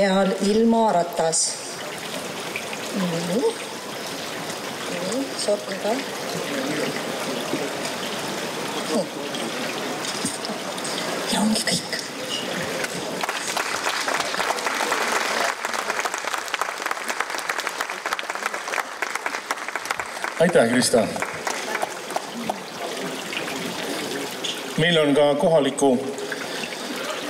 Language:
Estonian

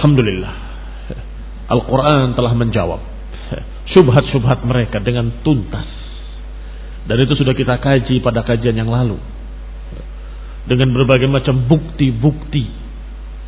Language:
Indonesian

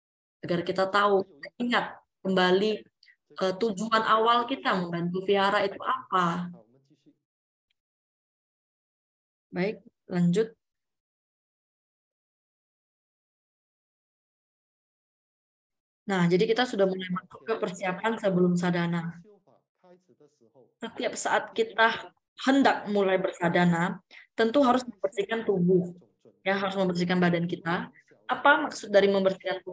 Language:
Indonesian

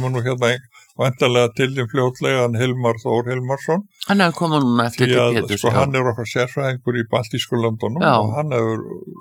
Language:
Icelandic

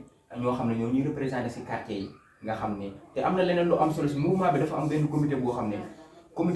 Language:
Wolof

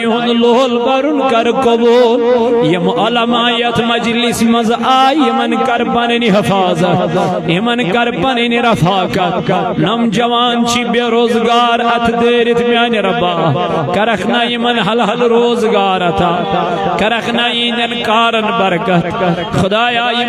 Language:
Kashmiri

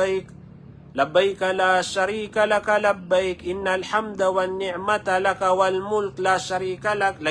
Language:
Maranao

